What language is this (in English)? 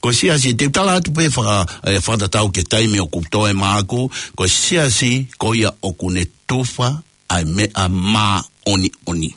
Tongan